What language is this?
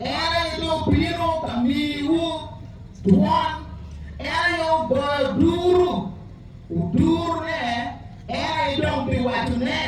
Acoli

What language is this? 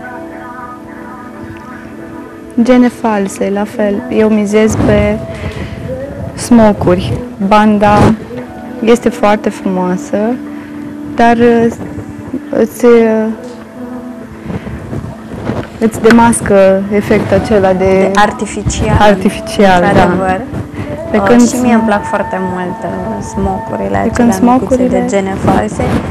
Romanian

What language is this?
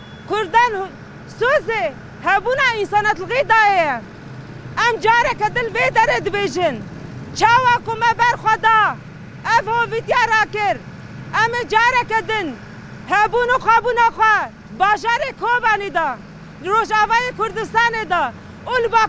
Kurdish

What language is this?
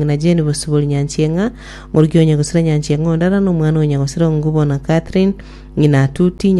Gusii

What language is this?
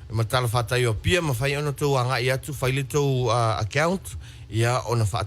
Samoan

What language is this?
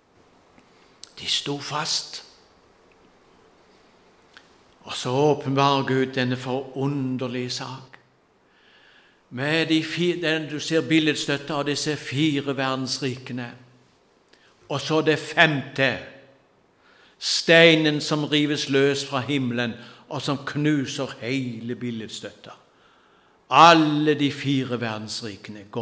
Norwegian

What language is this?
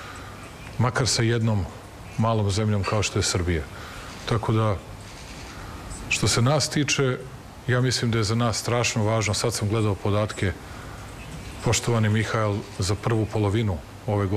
Serbian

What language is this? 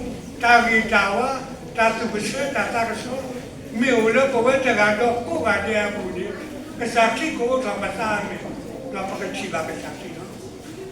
S'gaw Karen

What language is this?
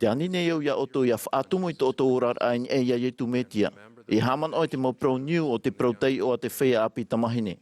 Tahitian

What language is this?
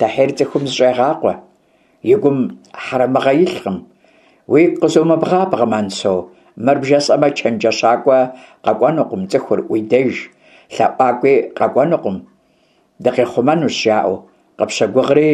Kabardian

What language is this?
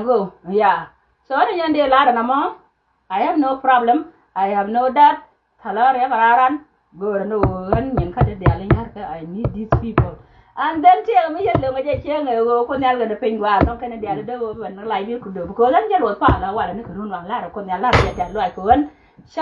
Nuer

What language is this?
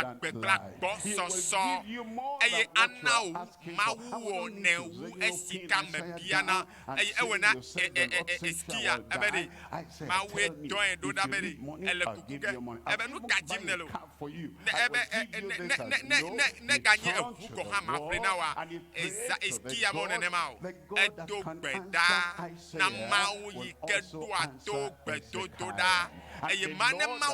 Ewe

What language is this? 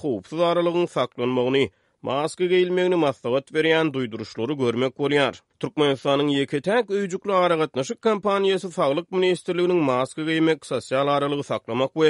Turkmen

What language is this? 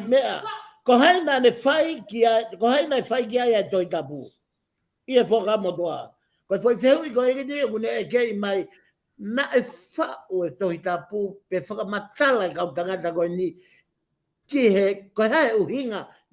Tongan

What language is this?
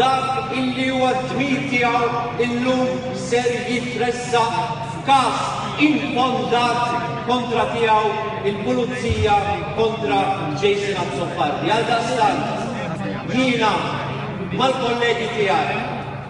Maltese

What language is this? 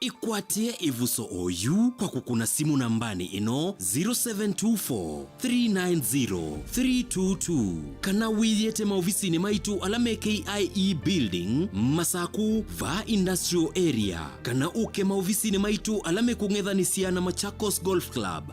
Kamba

